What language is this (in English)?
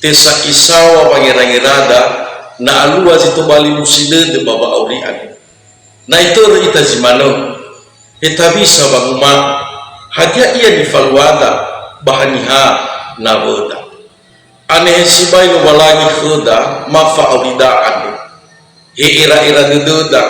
Nias